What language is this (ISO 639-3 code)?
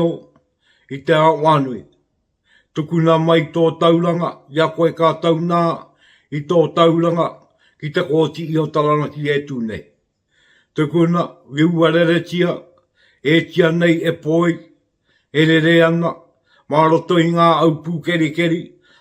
mri